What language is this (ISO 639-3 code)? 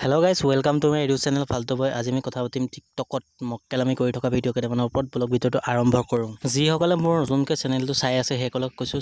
asm